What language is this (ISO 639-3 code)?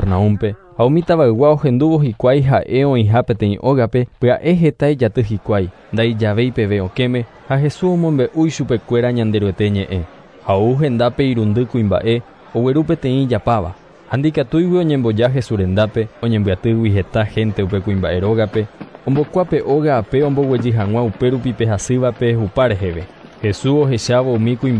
grn